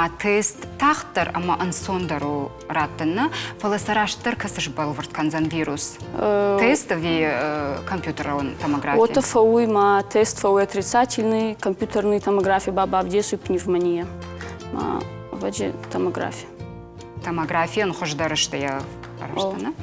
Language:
Ossetic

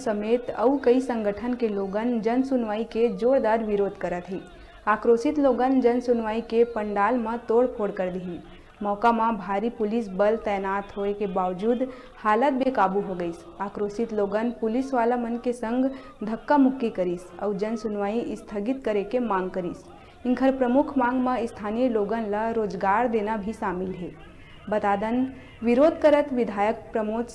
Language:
Chhattisgarhi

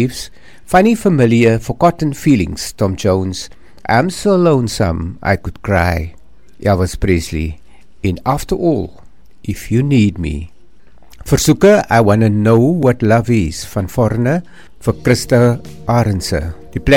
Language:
Afrikaans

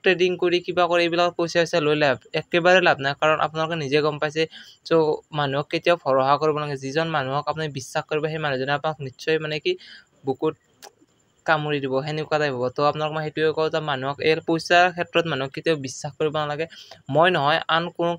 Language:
Assamese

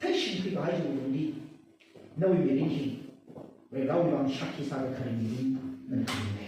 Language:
Tangkhul Naga (India)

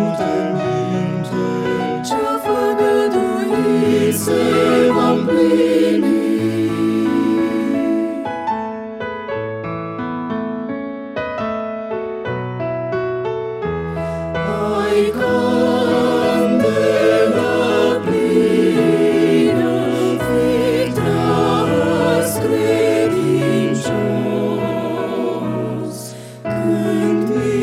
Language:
Romanian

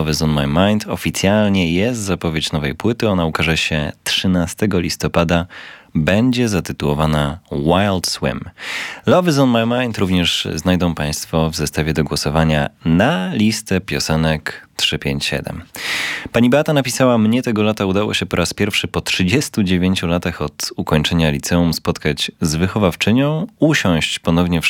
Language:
Polish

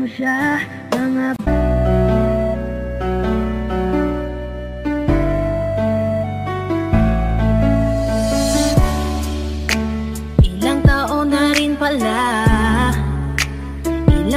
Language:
Filipino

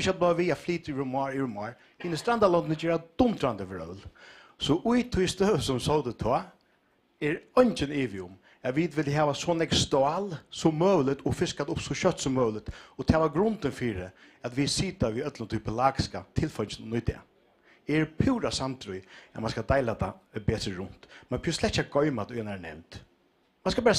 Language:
Faroese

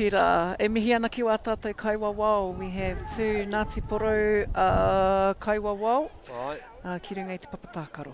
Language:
Māori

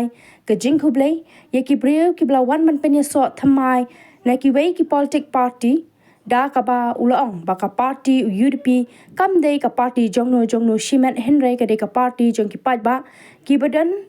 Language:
Khasi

